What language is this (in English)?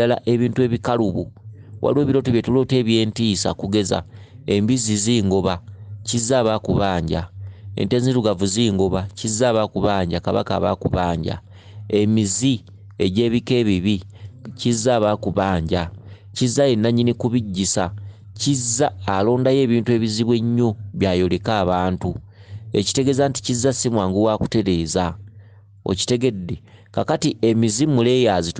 Ganda